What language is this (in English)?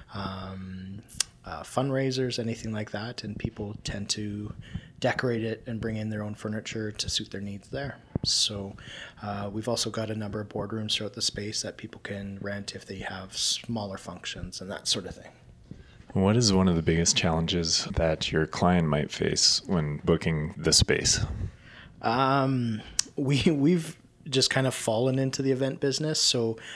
English